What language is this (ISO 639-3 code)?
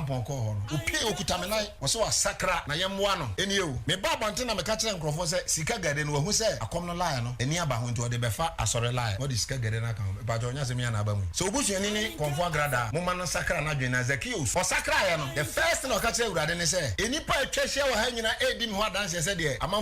aka